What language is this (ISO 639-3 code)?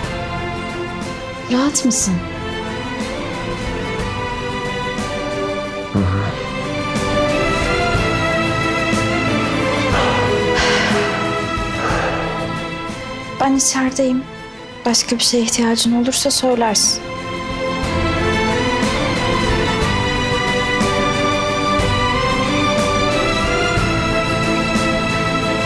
tur